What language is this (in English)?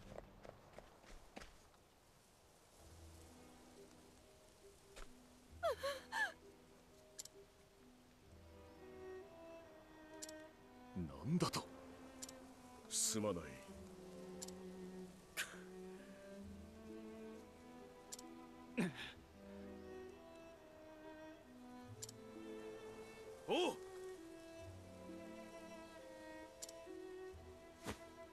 Japanese